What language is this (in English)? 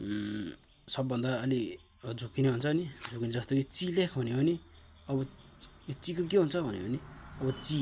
Nepali